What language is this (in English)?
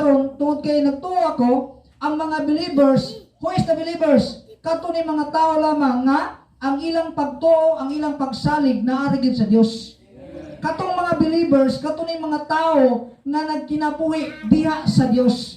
Cebuano